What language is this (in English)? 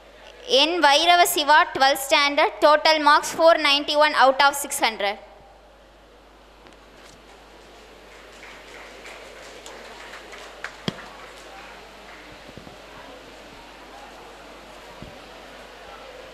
Tamil